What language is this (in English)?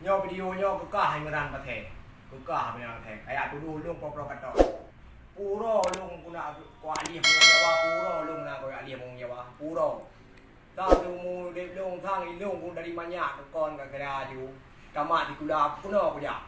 Achinese